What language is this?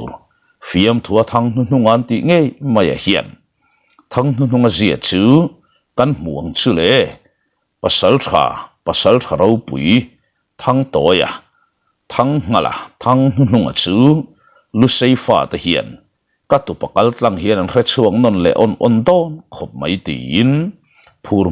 Mizo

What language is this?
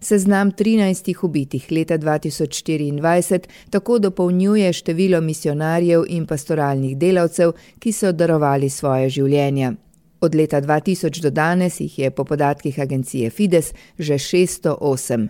Slovenian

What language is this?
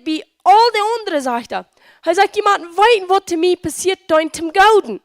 Plautdietsch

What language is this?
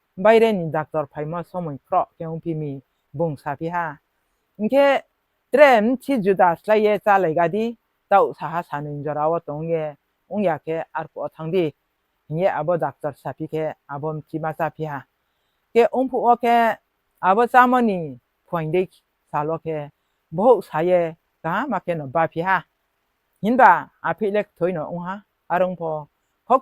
Riang (India)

